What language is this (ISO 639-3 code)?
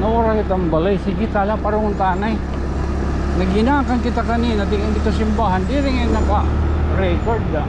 war